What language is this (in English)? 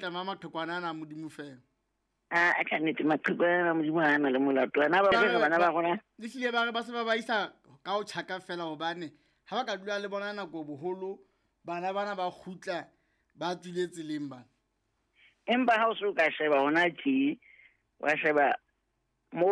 Southern Sotho